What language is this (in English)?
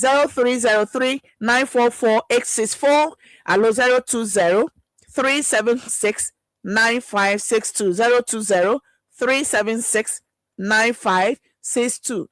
Ewe